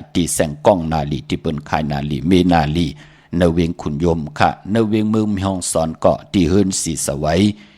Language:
Shan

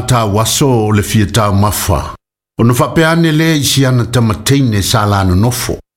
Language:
Samoan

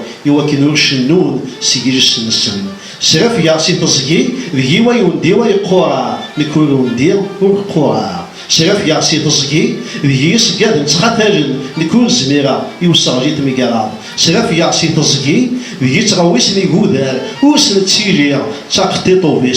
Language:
Kabyle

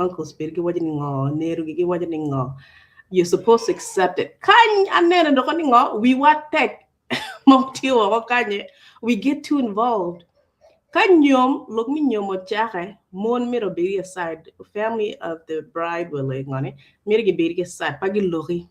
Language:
Acoli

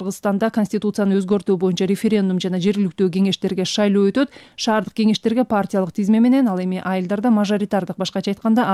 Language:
Kyrgyz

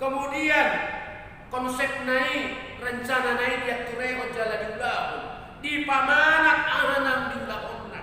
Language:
Batak Toba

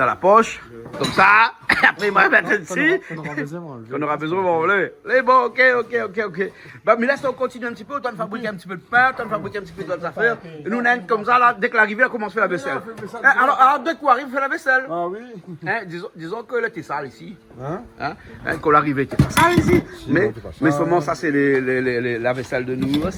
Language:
Réunion Creole French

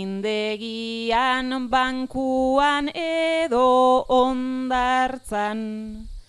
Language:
Basque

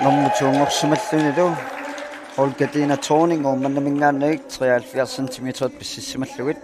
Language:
Kalaallisut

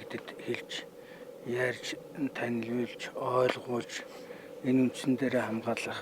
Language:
Mongolian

